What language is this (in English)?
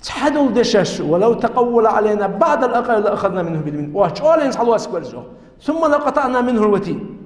Ingush